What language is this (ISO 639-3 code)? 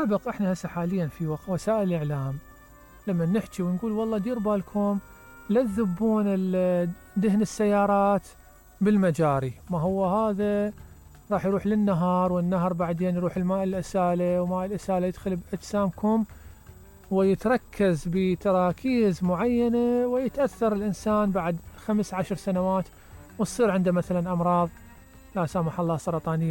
acm